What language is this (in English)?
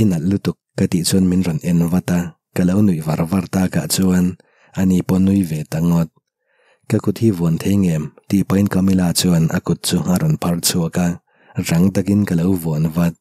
Mizo